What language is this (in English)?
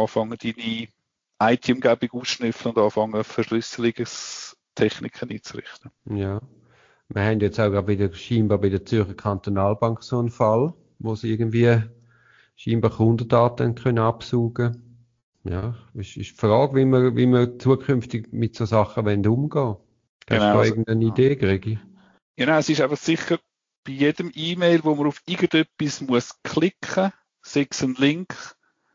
German